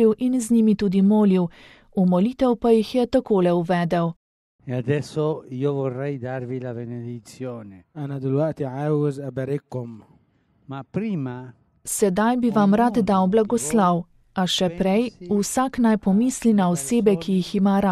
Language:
Slovenian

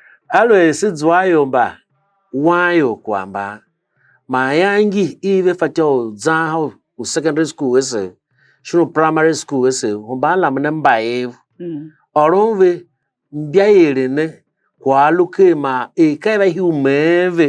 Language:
Tiv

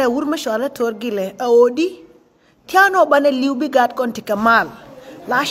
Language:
Nuer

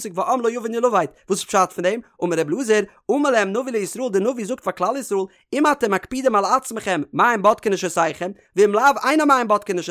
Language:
Yiddish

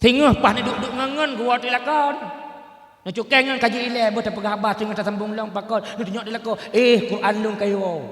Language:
Achinese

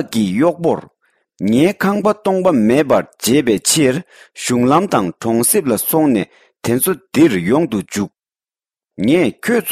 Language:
Tibetan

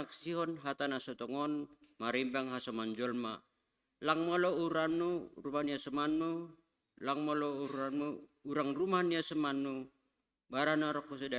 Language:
Batak Simalungun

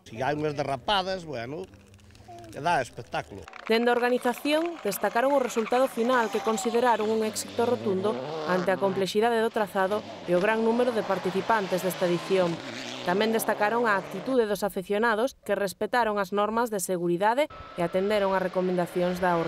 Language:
Galician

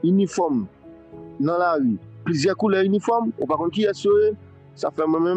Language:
Haitian Creole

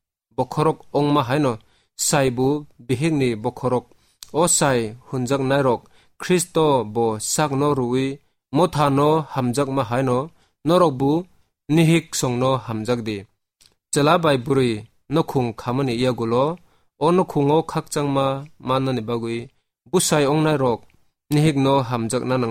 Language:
Kok Borok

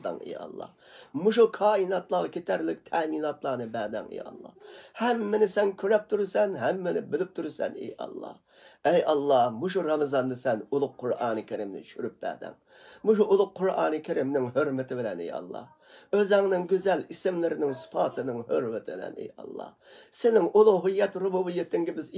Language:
Uyghur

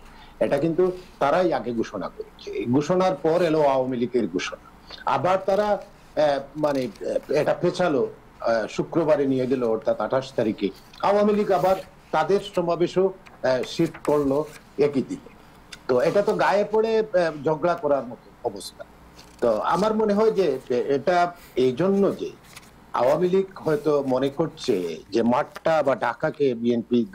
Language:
Bangla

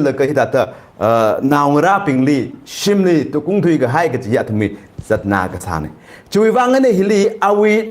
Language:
Tangkhul Naga (India)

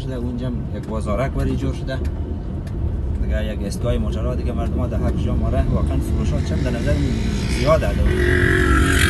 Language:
Persian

